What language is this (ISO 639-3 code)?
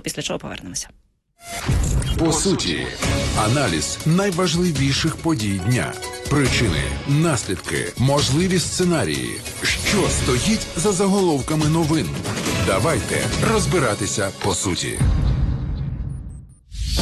ukr